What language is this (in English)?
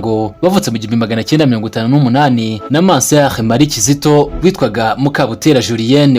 Kinyarwanda